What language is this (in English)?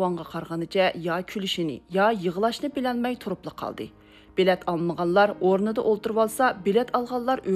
Uyghur